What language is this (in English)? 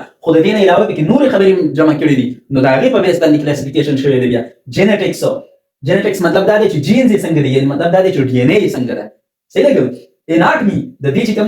Pashto